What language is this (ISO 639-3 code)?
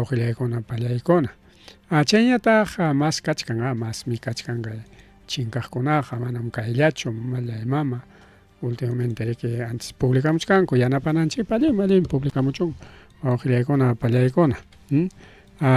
quy